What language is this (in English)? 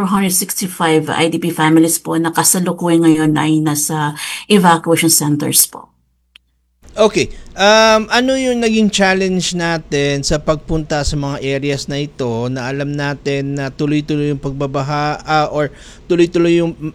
Filipino